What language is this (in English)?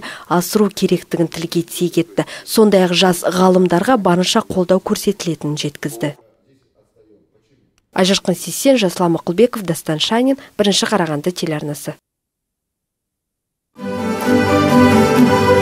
Kazakh